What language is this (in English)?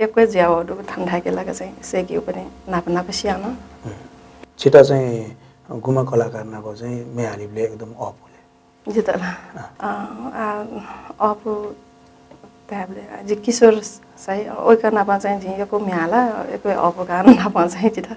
Newari